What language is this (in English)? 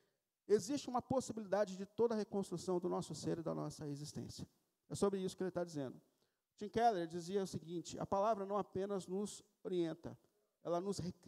Portuguese